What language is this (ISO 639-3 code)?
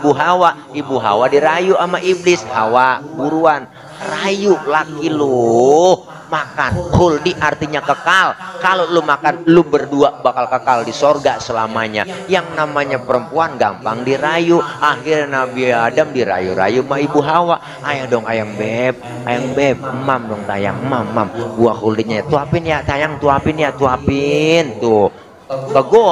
bew